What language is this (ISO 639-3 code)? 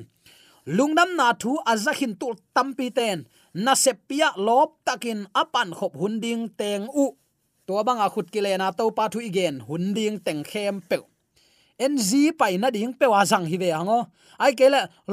ctd